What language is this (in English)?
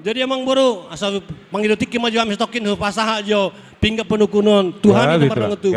Batak Toba